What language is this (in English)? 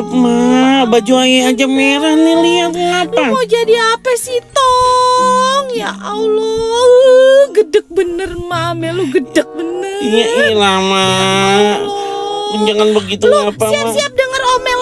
Betawi